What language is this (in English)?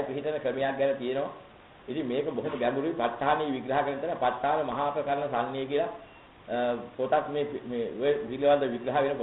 Sinhala